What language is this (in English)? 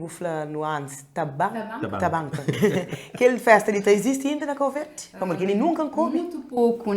Kabuverdianu